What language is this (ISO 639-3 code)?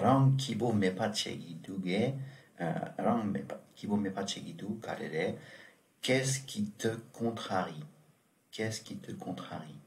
bod